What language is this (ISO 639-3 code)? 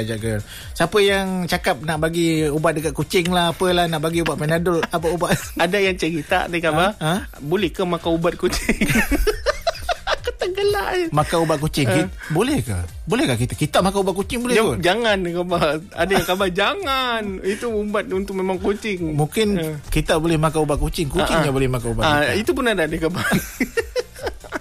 msa